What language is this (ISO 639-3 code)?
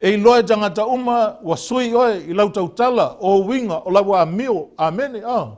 smo